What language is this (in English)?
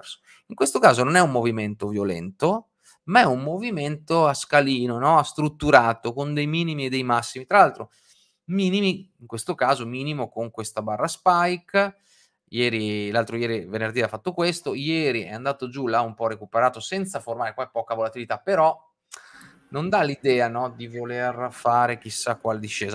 Italian